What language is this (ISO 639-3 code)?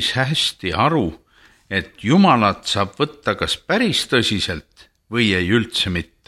est